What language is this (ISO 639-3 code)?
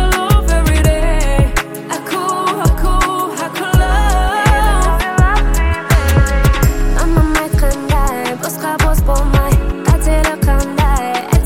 kaz